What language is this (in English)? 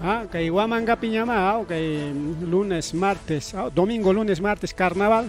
Ayacucho Quechua